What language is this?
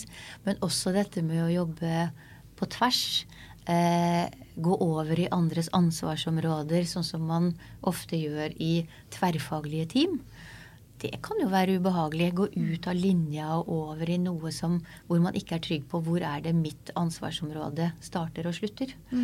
Norwegian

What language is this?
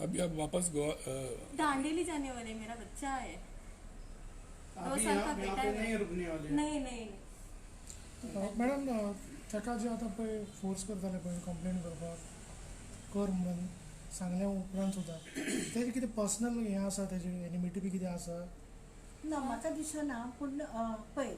Konkani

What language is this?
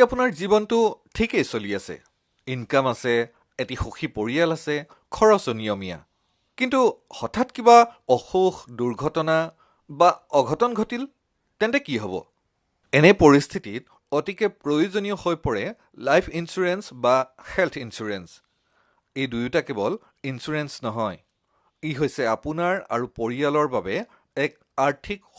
Assamese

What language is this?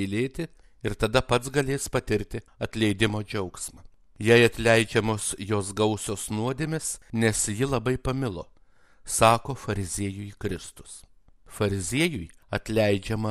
Lithuanian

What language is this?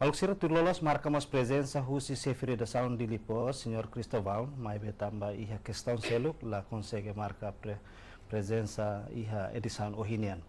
Tetum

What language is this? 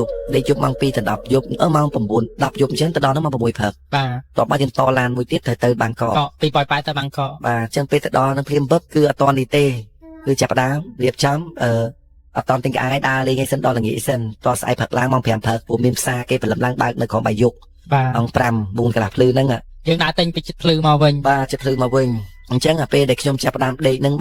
Khmer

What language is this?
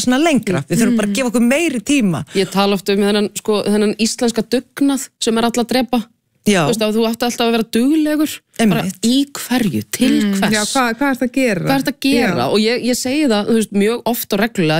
Icelandic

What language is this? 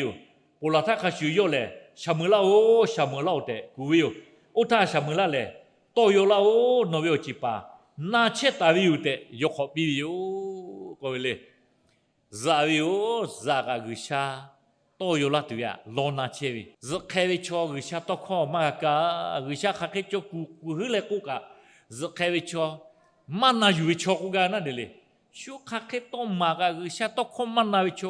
Lahu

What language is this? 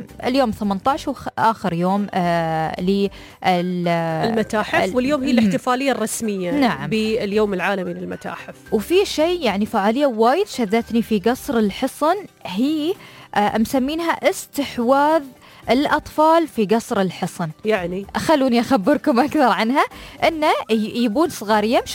Gulf Arabic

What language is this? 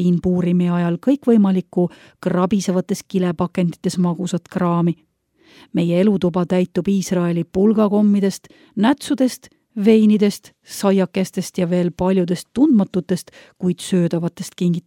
Estonian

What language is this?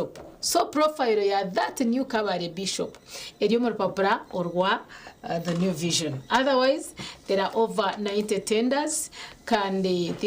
Nyankole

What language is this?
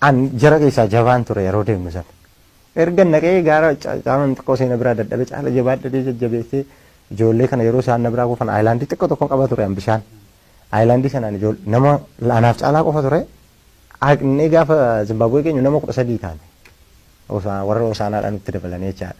Oromo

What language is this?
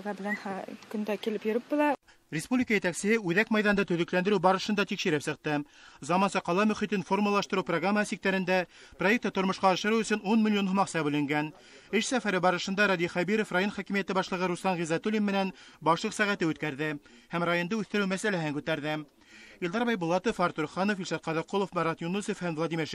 Bashkir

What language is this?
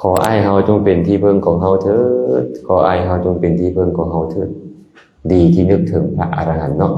Lao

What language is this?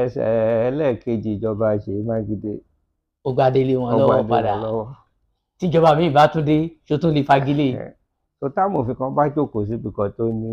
Yoruba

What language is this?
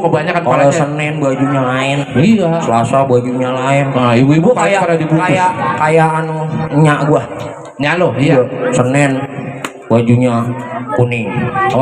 Betawi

